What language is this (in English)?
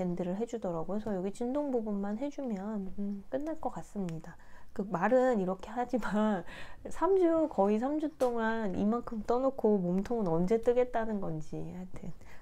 Korean